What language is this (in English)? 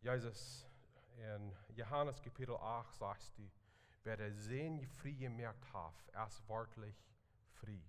Plautdietsch